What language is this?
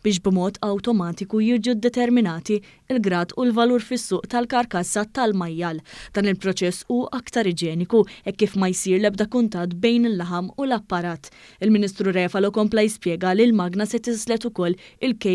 Maltese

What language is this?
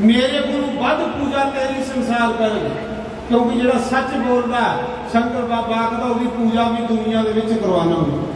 Dogri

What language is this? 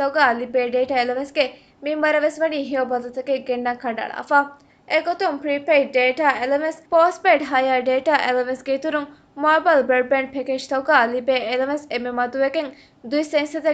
Divehi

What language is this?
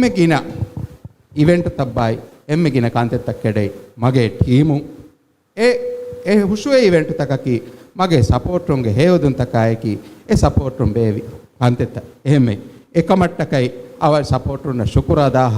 Divehi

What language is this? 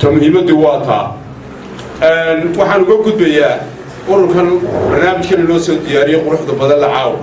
Somali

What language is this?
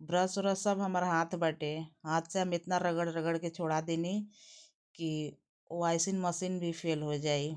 Bhojpuri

